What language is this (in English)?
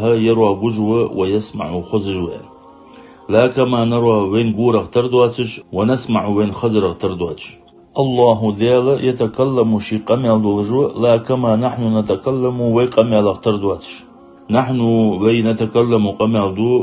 Ingush